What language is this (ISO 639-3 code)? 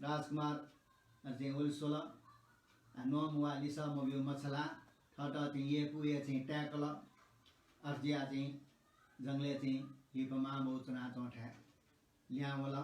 new